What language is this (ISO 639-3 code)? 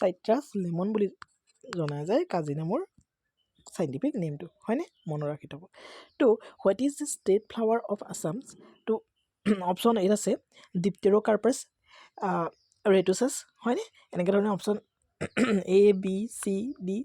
asm